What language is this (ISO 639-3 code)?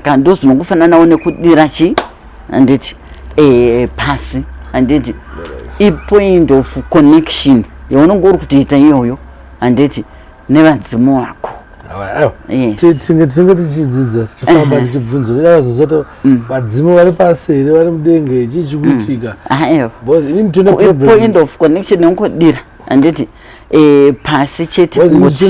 sna